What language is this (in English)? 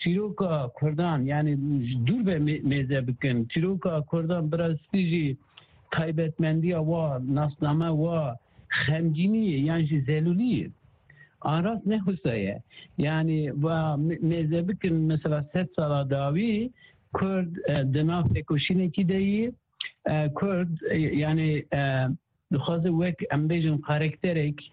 Kurdish